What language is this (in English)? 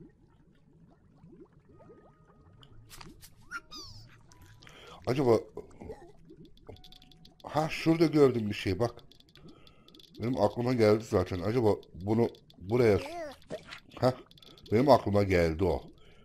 Turkish